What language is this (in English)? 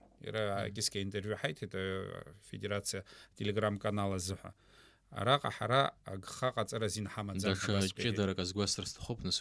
Abkhazian